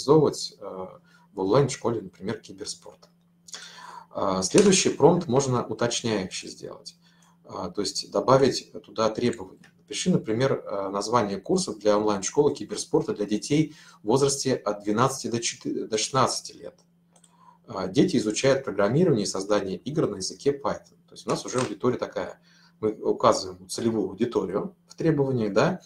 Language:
Russian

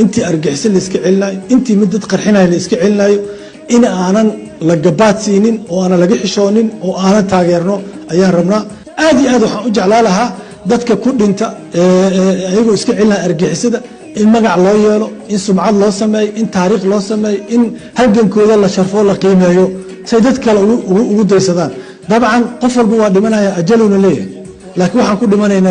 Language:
Somali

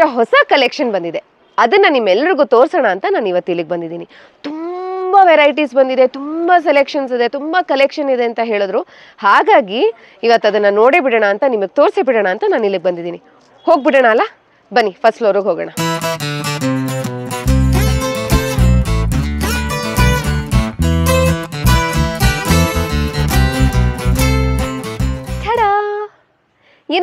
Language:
Kannada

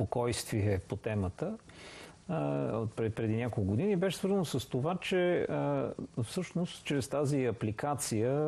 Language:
Bulgarian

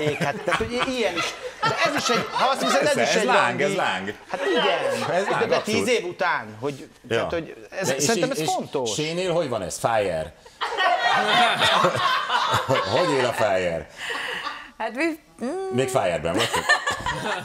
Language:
Hungarian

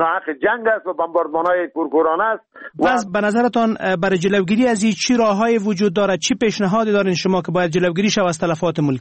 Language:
Persian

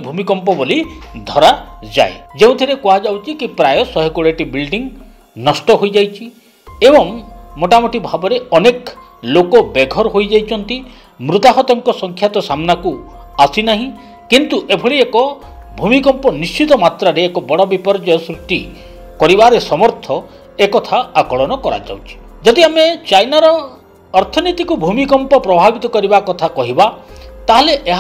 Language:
Odia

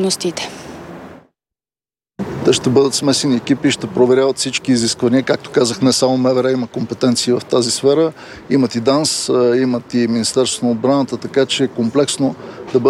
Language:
Bulgarian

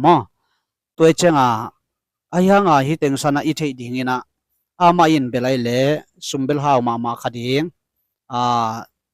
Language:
Tedim Chin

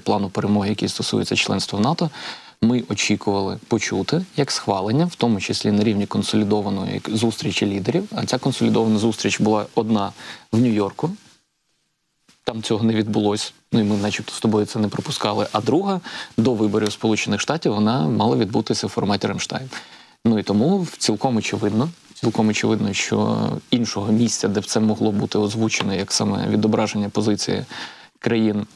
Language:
Ukrainian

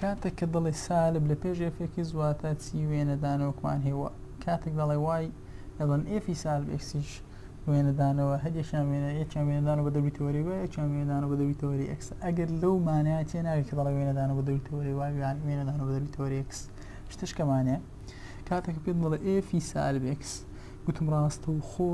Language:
Central Kurdish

